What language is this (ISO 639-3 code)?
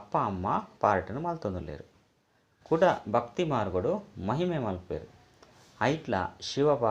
tcy